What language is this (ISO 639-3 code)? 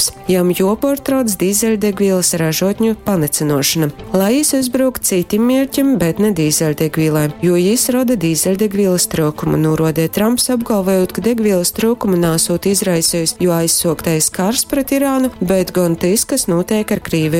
ltg